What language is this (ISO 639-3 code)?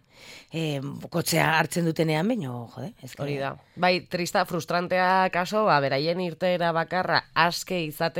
eus